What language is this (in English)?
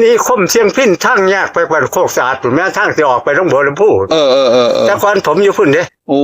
Northeastern Thai